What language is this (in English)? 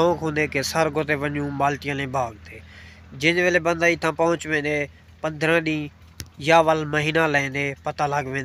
Saraiki